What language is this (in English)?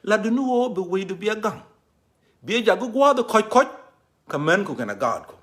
Nuer